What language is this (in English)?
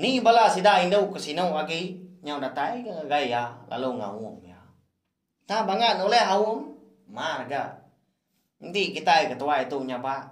Iban